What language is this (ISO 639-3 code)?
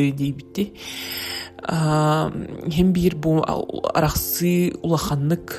sah